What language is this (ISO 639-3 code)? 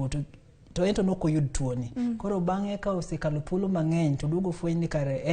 luo